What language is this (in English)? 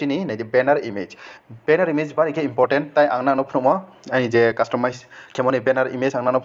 Riang (India)